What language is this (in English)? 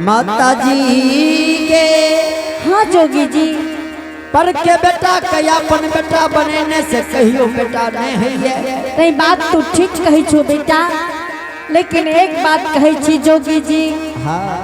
Angika